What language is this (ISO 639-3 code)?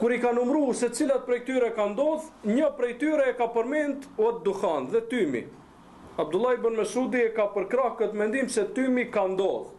sqi